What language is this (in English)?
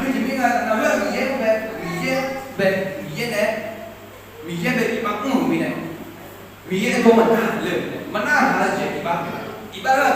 Akha